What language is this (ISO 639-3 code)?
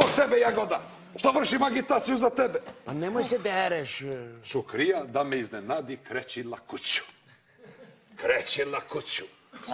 bos